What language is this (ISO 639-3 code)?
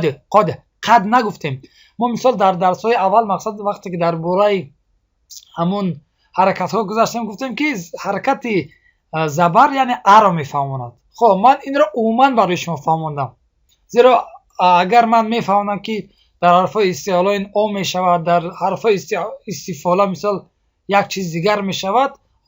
tgk